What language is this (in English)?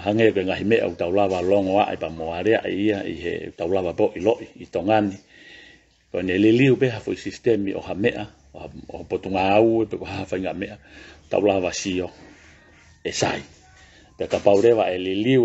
Tongan